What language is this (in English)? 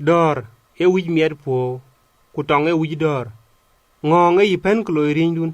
Dinka